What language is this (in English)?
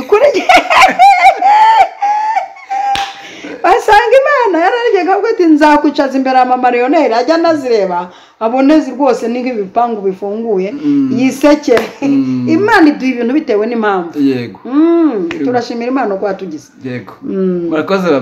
Kinyarwanda